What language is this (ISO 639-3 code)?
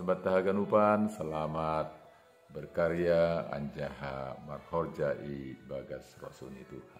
bts